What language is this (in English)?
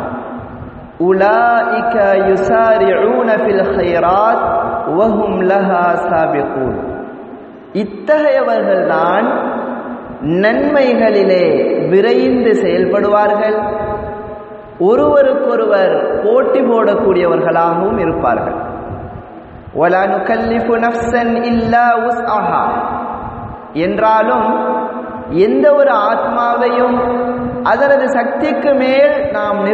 Tamil